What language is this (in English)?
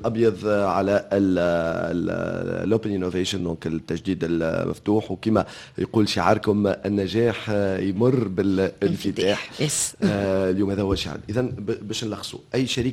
Tunisian Arabic